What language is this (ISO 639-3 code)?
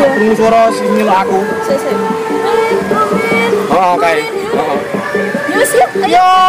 jav